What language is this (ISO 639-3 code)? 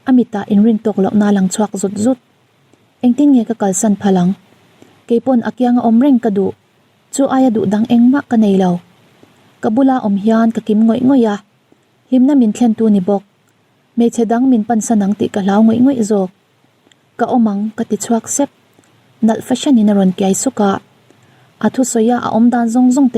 lus